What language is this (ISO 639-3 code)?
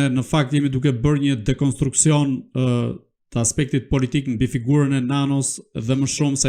sqi